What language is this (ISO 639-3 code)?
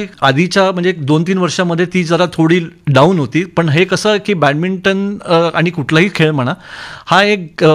mar